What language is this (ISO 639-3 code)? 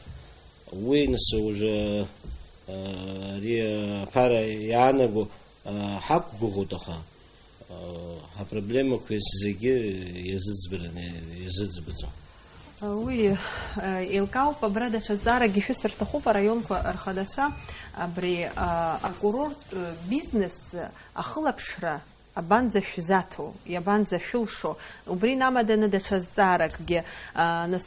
abk